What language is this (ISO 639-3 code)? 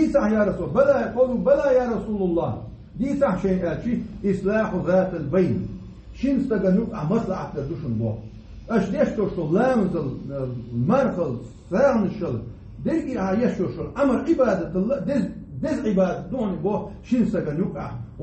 che